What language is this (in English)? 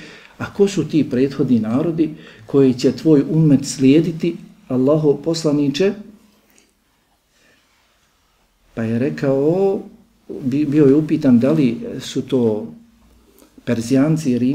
Bosnian